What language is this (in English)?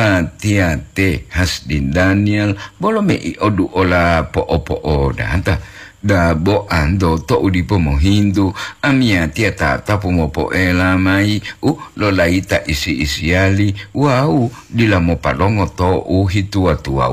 Gorontalo